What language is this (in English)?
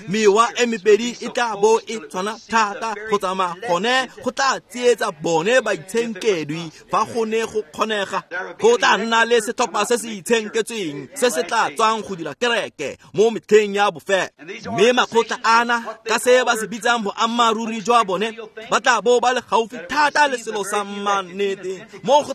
Tswana